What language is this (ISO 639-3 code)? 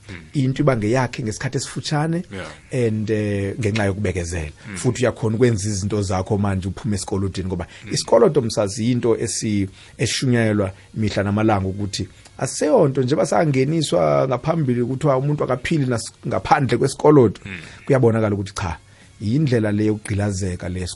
nbl